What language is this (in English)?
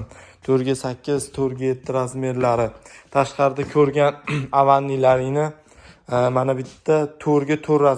Uzbek